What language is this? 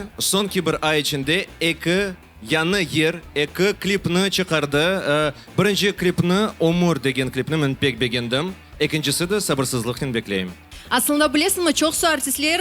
Crimean Tatar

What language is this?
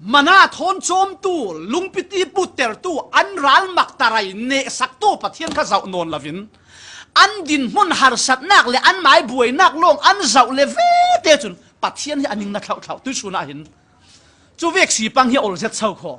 Falam Chin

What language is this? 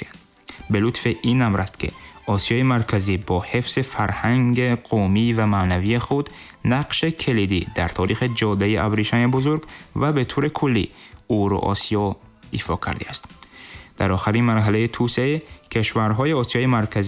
Tajik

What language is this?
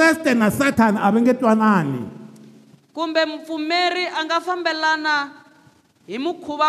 Tsonga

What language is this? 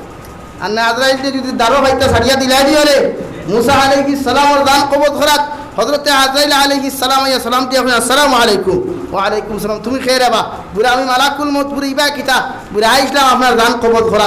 Sylheti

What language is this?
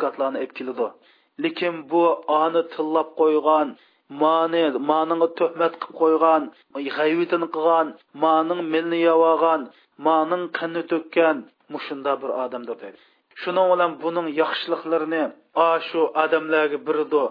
Uyghur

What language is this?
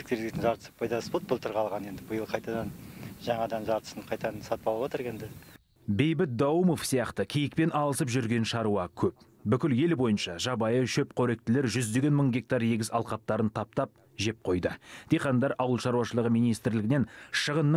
Kazakh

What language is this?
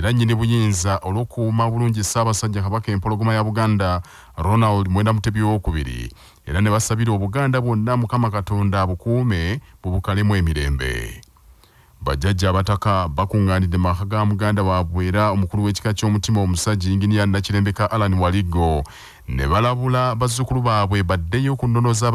Ganda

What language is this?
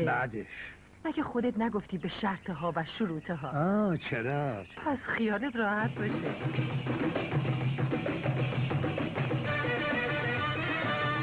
Persian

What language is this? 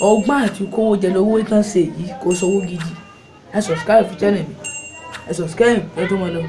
Yoruba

